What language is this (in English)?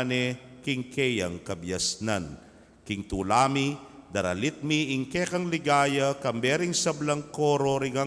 Pampanga